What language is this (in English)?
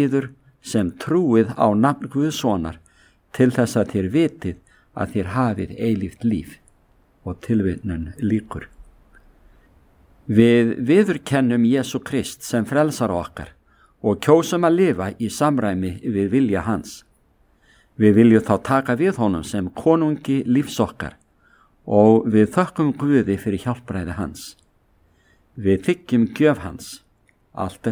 Icelandic